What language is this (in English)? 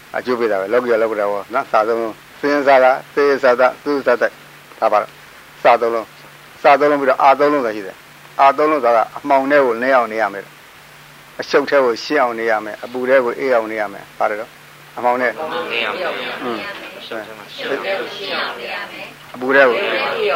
Burmese